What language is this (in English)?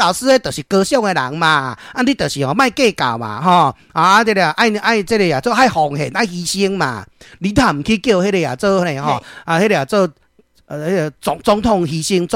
Min Nan Chinese